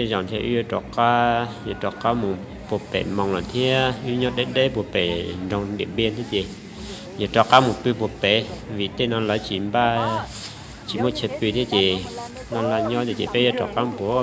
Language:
Hmong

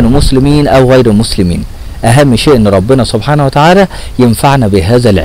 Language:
Egyptian Arabic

